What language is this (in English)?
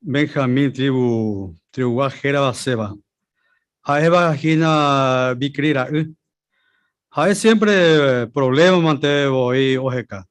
Guarani